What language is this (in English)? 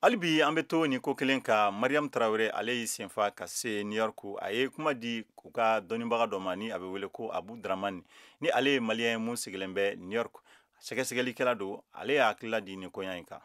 Bambara